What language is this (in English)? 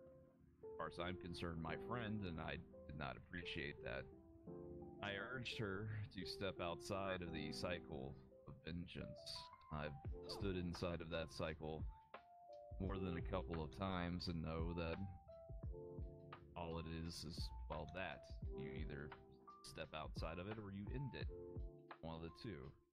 English